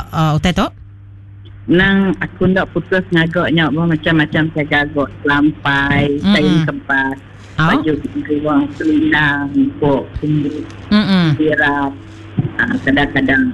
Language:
Iban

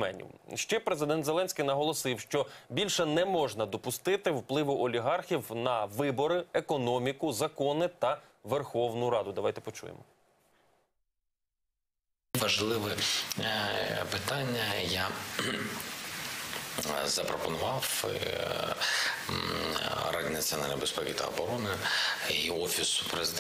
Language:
Ukrainian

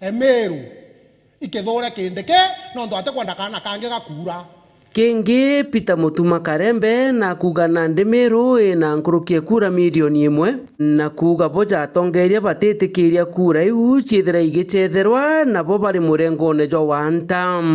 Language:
Meru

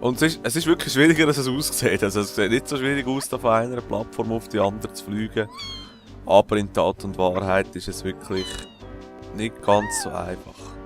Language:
Swiss German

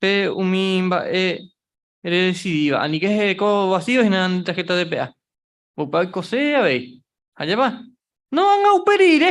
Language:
Guarani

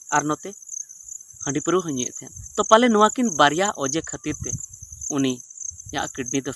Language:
Santali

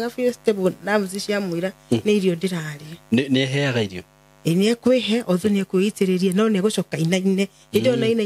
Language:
Kikuyu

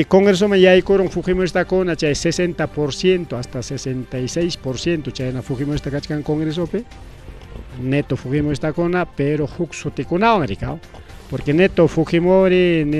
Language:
Ayacucho Quechua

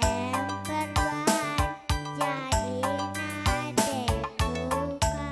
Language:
Batak Karo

